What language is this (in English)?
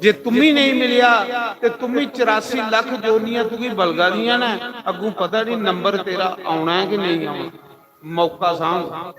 Dogri